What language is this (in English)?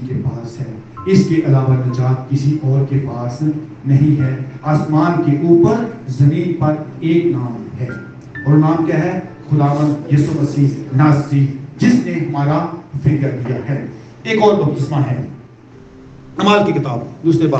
Urdu